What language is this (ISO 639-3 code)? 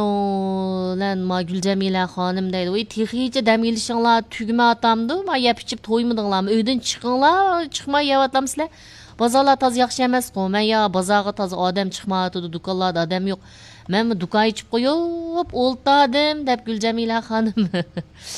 uig